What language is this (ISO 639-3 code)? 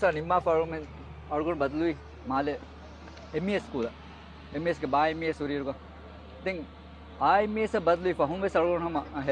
div